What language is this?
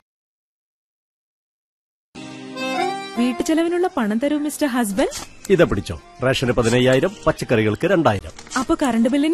Malayalam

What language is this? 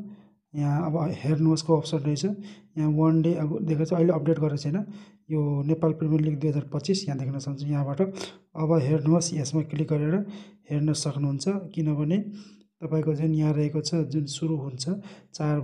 Nepali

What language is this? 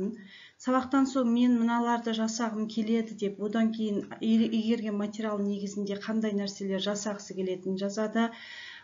Kazakh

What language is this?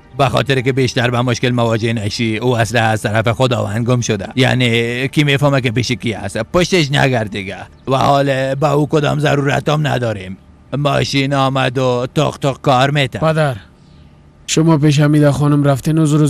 Persian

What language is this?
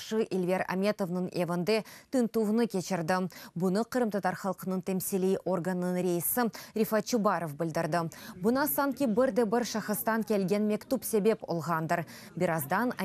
Crimean Tatar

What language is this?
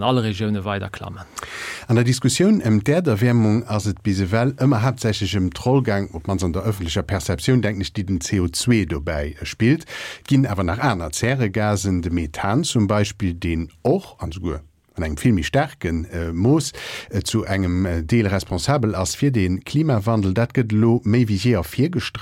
Luxembourgish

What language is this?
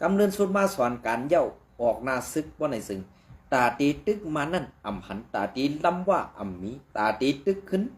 Shan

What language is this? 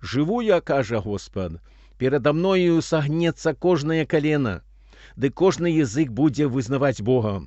Belarusian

